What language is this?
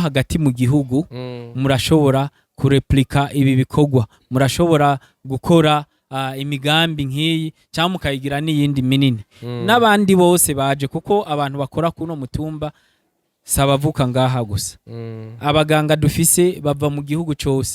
Rundi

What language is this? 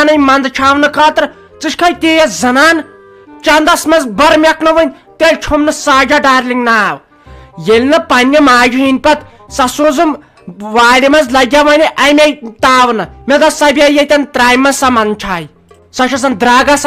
Kashmiri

